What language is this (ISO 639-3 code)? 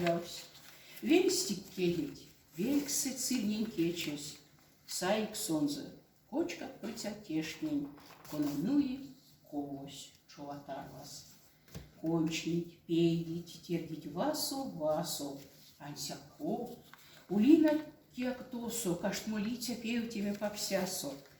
myv